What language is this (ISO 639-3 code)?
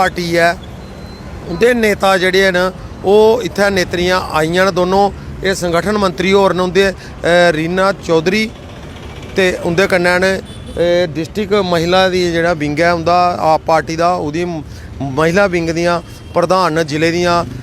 doi